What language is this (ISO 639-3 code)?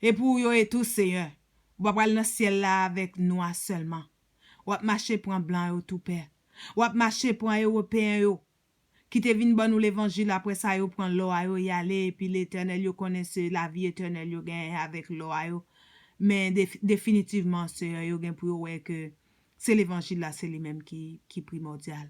hat